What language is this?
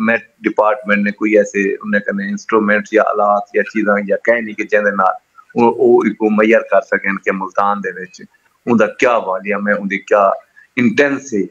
Saraiki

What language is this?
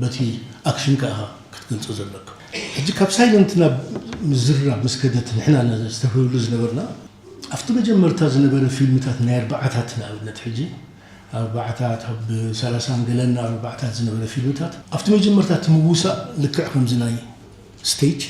Tigrinya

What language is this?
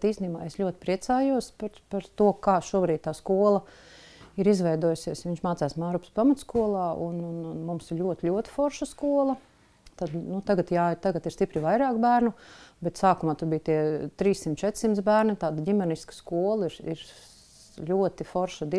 Latvian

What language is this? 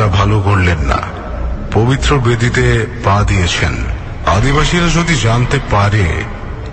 Bangla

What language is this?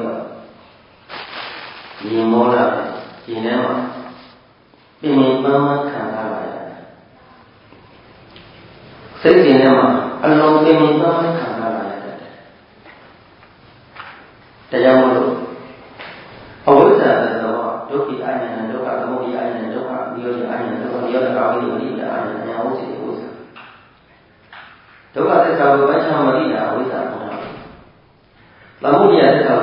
Burmese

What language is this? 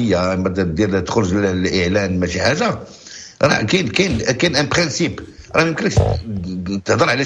Moroccan Arabic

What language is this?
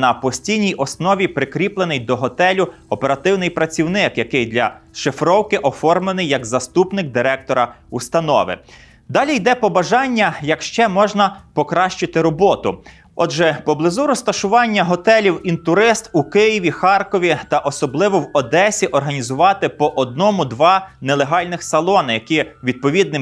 Ukrainian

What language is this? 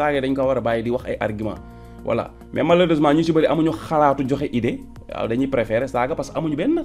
Wolof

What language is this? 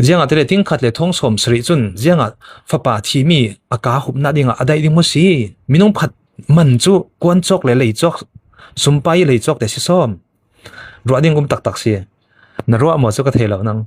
Falam Chin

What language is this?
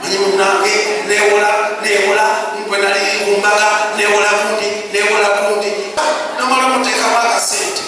Ganda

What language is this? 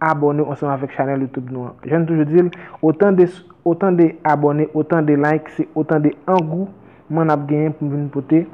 Haitian Creole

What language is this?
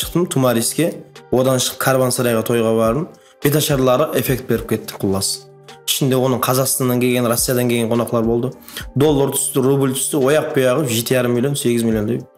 Kara-Kalpak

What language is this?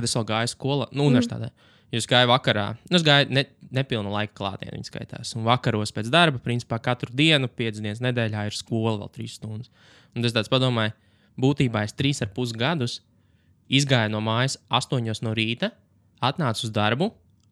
Latvian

